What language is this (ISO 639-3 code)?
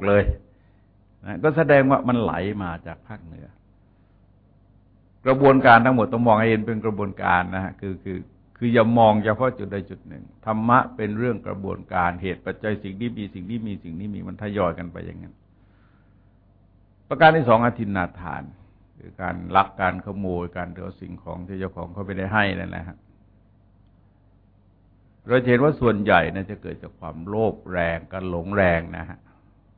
tha